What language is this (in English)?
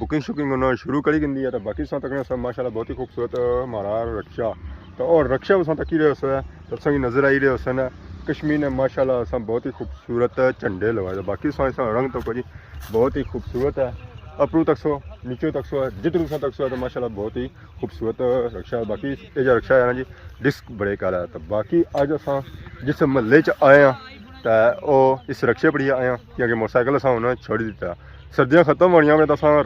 Pahari-Potwari